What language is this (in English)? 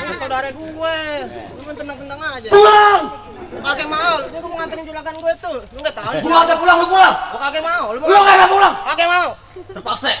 Betawi